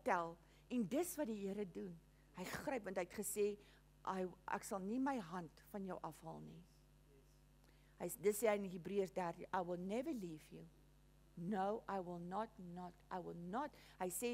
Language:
Afrikaans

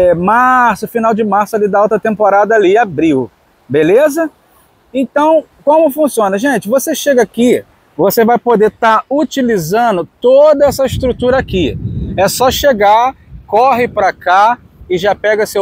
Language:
Portuguese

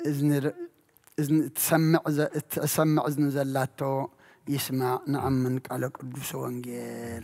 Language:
Geez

